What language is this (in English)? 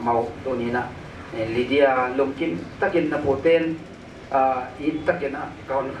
Paite Chin